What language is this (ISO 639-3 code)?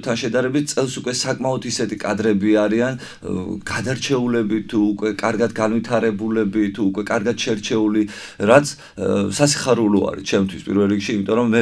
kat